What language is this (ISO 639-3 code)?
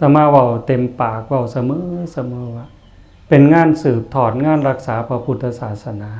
tts